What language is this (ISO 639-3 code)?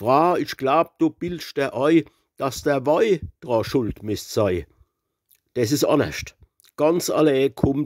pfl